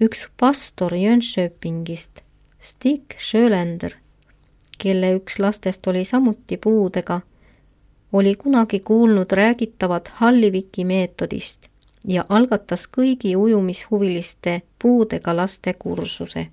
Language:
Estonian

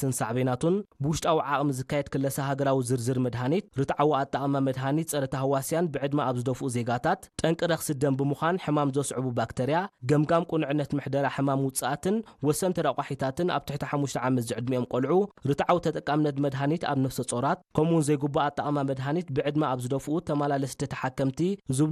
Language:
Tigrinya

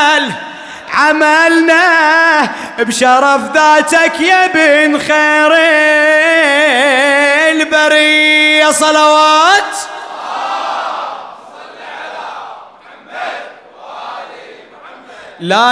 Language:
Arabic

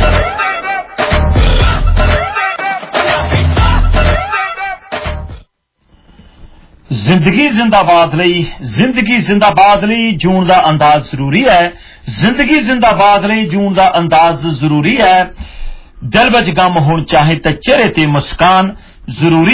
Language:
Punjabi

